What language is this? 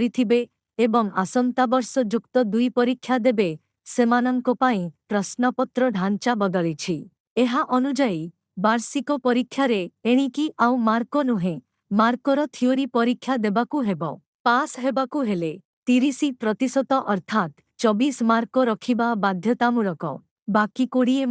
Odia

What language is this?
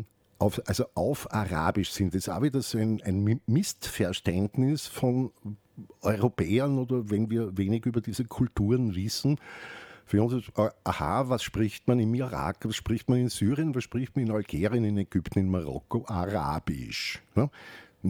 German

